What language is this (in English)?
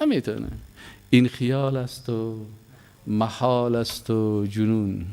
Persian